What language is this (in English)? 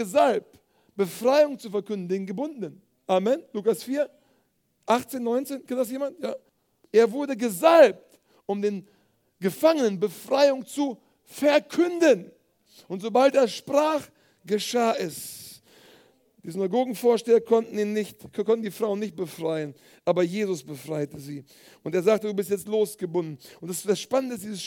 German